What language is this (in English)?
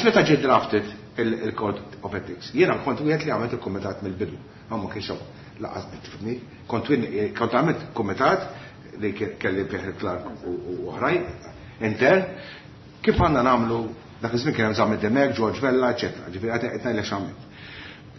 Maltese